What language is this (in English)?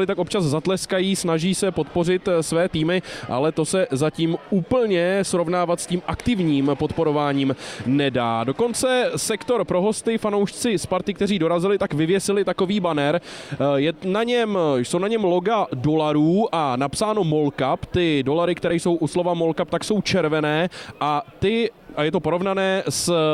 Czech